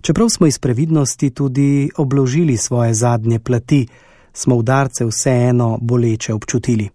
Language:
Slovenian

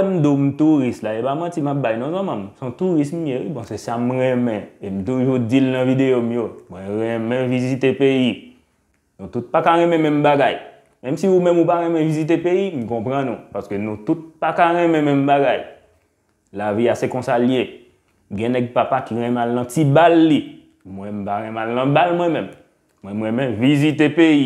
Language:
Haitian Creole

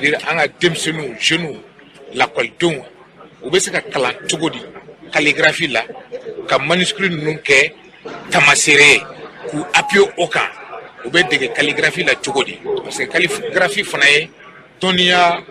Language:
Bambara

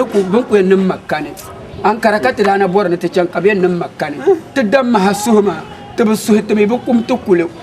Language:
Dagbani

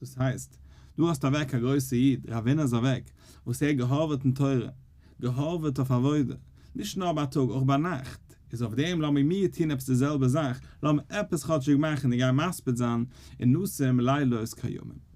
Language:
Yiddish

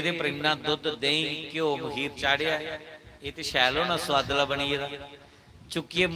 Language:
Dogri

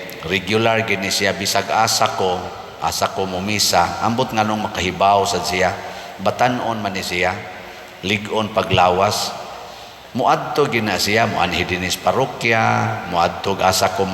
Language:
Cebuano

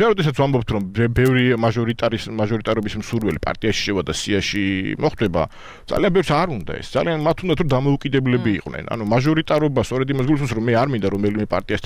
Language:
Georgian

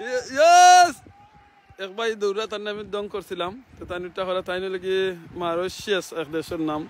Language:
Sylheti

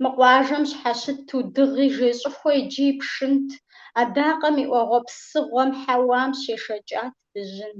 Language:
Kabardian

